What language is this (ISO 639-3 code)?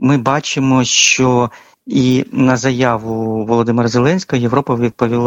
ukr